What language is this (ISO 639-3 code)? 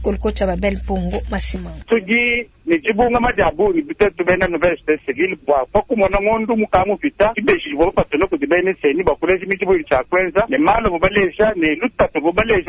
lua